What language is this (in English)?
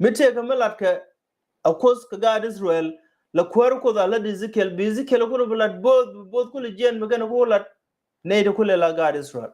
Nuer